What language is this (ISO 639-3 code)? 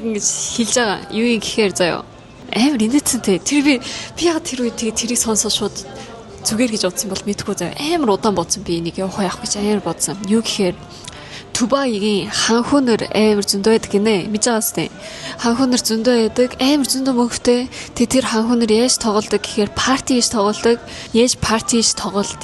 mon